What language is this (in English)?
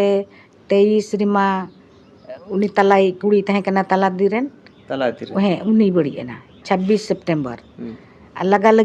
Santali